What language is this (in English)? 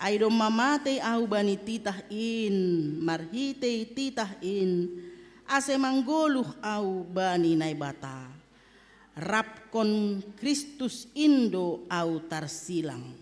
Batak Simalungun